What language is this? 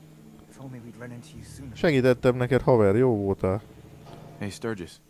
Hungarian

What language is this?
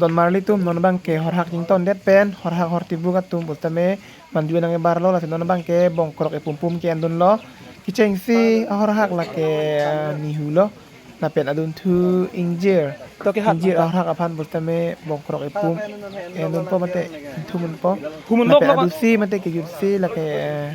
Karbi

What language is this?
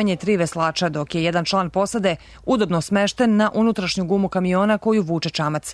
Serbian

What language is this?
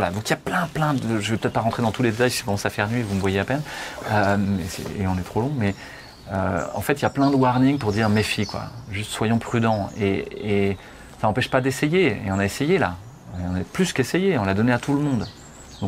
French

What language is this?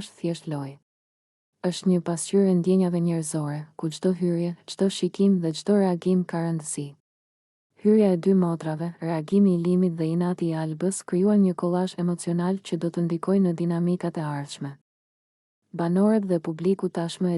Albanian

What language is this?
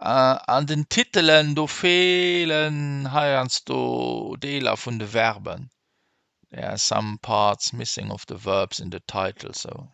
Luxembourgish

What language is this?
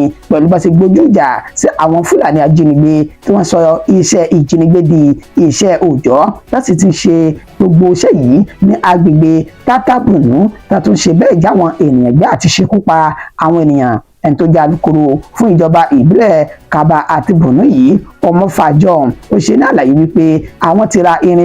Yoruba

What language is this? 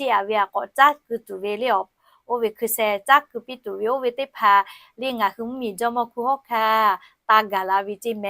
Lahu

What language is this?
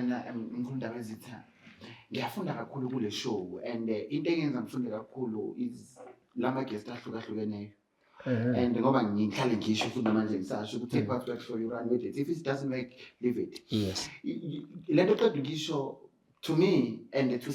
Zulu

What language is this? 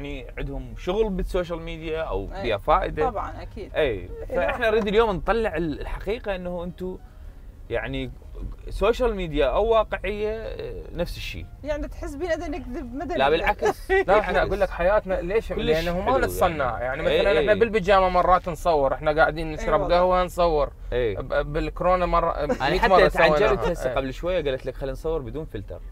Mesopotamian Arabic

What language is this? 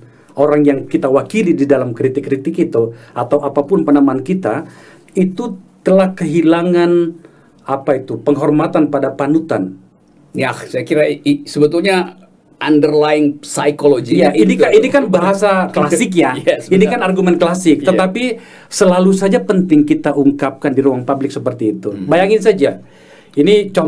Indonesian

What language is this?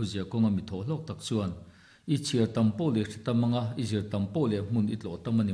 Mizo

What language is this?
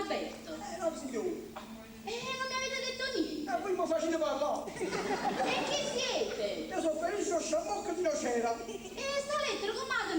Neapolitan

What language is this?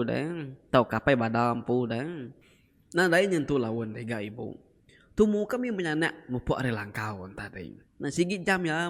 Iban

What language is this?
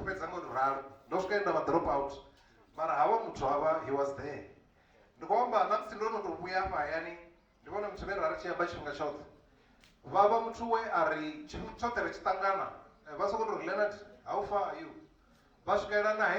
Venda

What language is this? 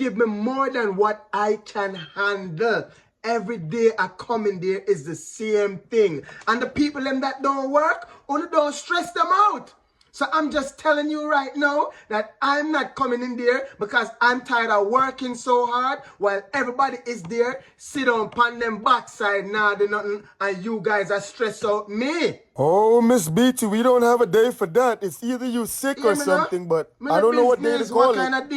Jamaican Creole English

